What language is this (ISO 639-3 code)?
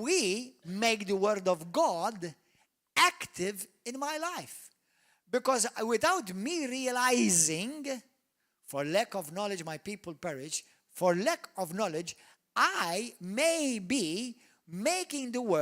eng